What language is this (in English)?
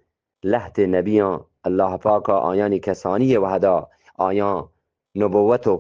Eastern Balochi